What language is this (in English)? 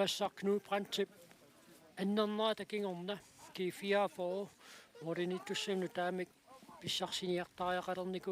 Kalaallisut